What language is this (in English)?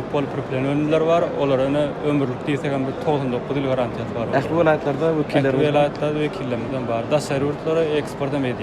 Turkmen